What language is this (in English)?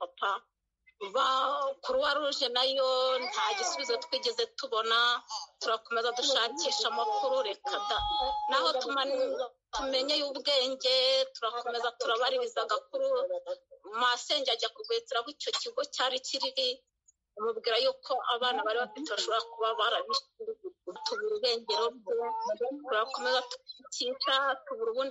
Kinyarwanda